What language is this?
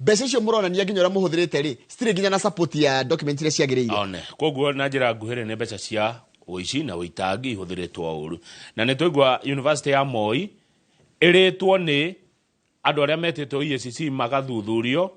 Kikuyu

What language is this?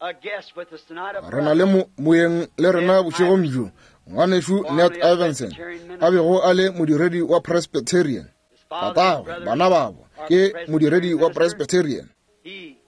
Northern Sotho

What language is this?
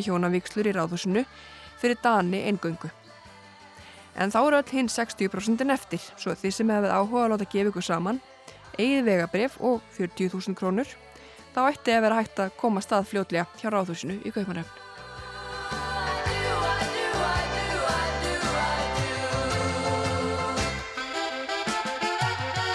Icelandic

